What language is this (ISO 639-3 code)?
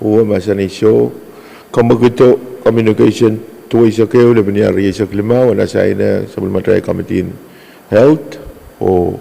pon